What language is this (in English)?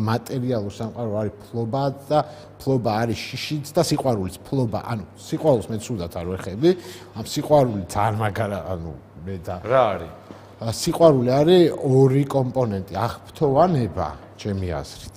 Georgian